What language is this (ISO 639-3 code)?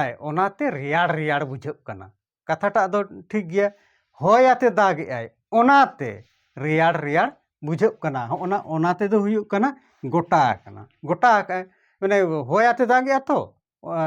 sat